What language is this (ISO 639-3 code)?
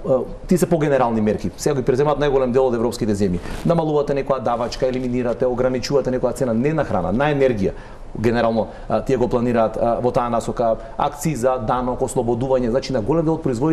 mkd